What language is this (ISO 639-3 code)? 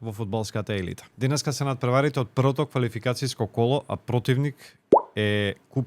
mkd